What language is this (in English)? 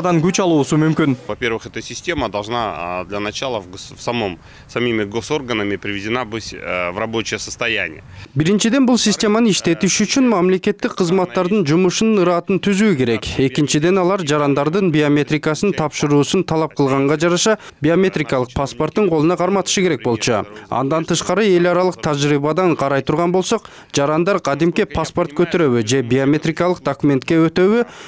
Kyrgyz